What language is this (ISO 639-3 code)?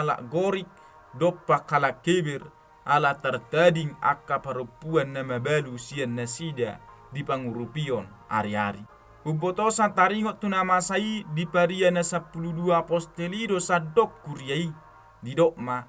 bbc